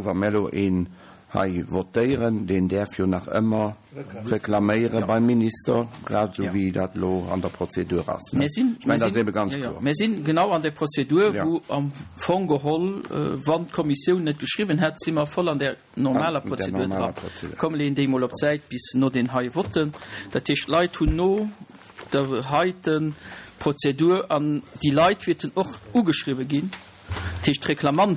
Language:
Luxembourgish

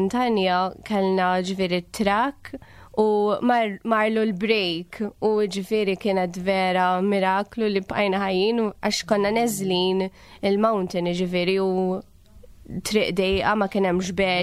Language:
Maltese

